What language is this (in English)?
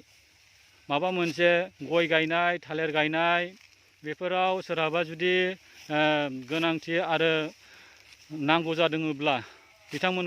Bodo